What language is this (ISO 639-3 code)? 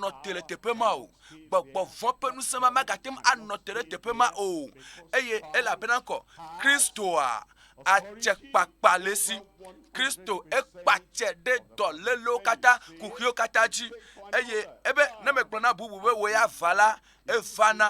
ewe